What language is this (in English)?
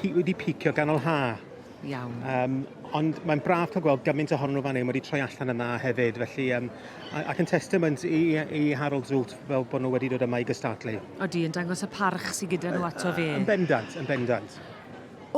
Welsh